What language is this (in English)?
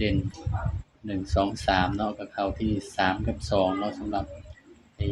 Northeastern Thai